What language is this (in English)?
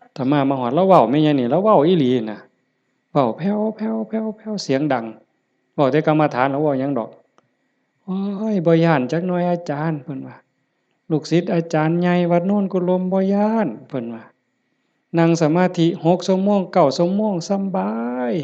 Northeastern Thai